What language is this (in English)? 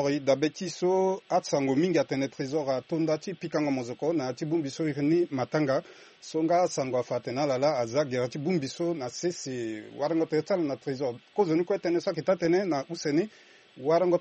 Sango